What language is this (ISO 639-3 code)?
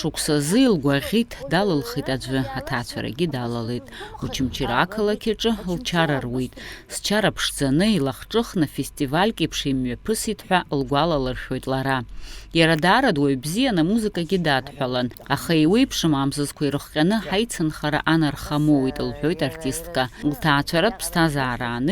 abk